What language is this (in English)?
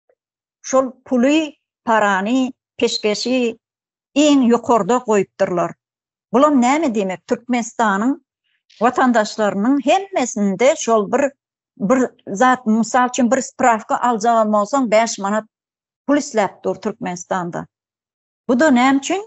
Turkmen